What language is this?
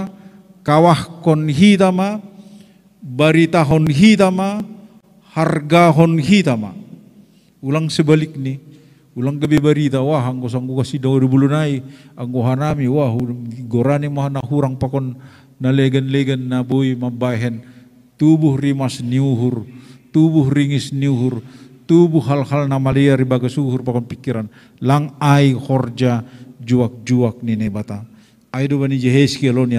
Batak Simalungun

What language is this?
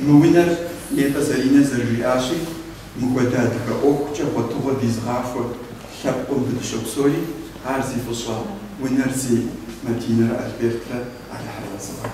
Kabardian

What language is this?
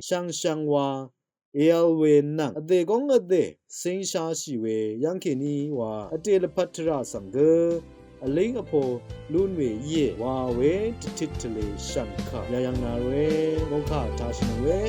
Rawang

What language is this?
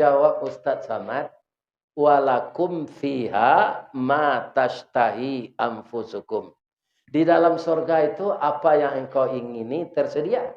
Minangkabau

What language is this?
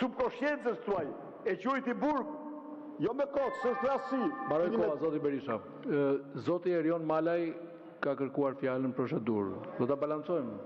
Albanian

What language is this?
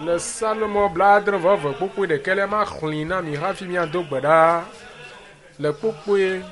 Ewe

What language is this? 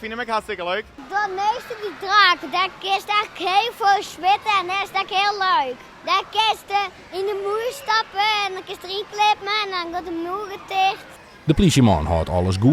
Western Frisian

